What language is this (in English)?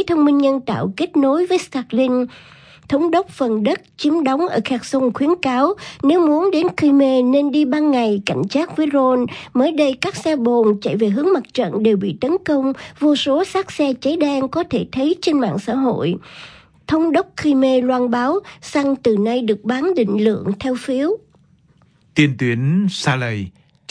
Vietnamese